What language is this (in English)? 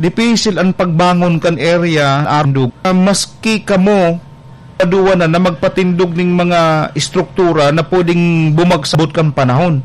Bikol